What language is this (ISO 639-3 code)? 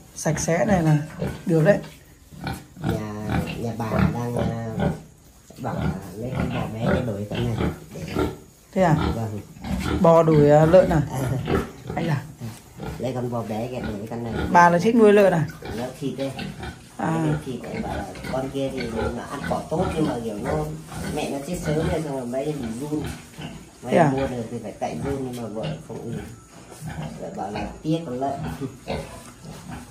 vie